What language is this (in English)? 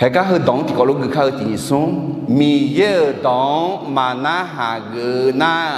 Akha